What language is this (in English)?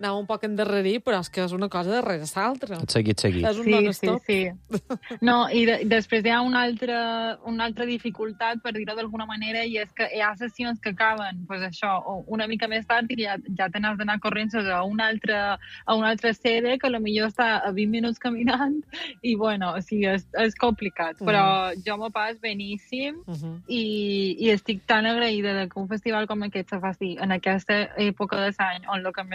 Catalan